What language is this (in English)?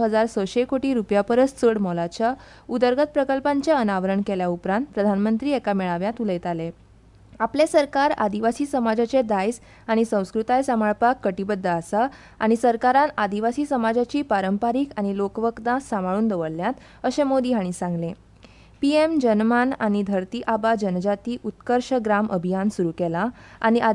Konkani